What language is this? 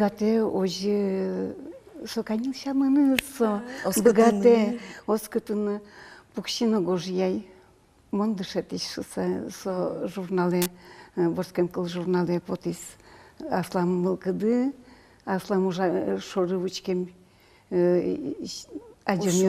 Udmurt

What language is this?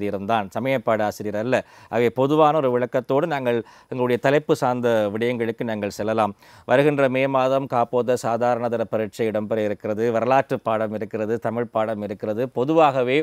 Tamil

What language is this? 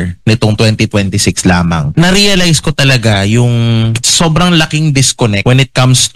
Filipino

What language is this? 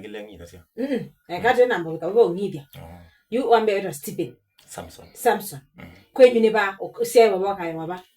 Kamba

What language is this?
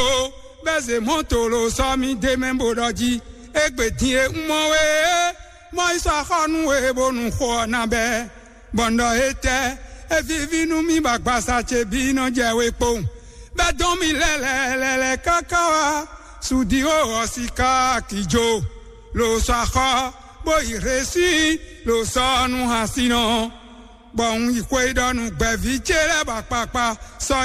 Fon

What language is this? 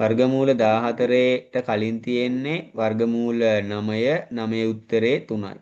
Sinhala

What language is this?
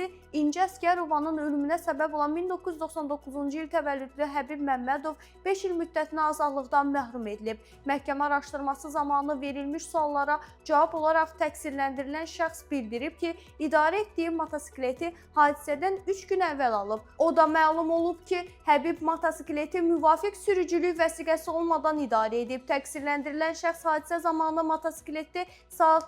Azerbaijani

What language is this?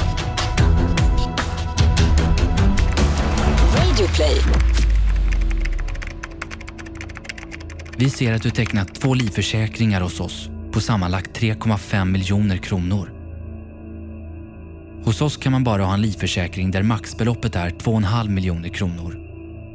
Swedish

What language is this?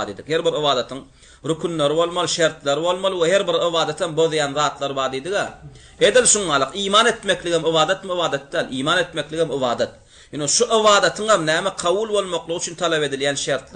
Turkmen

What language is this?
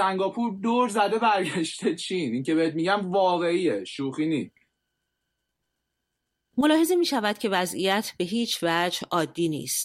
Persian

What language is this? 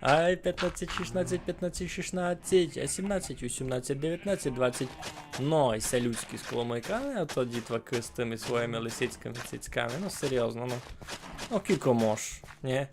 Rusyn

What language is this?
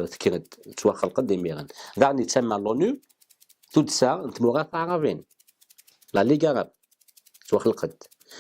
Kabyle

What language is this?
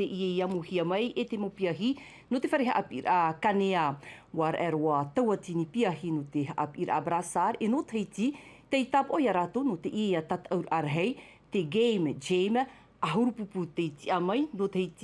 Tahitian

